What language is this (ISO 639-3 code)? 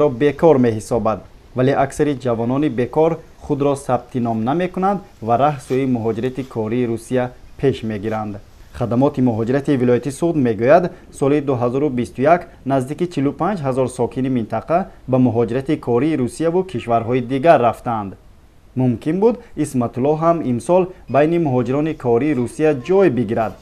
tgk